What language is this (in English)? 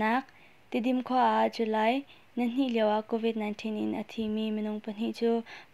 Hakha Chin